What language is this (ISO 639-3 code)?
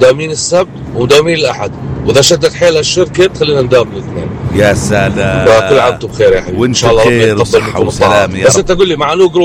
apc